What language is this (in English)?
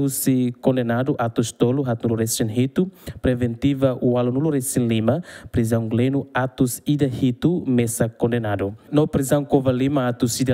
Tetum